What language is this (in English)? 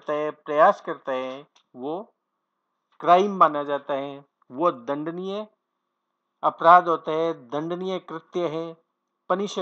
Hindi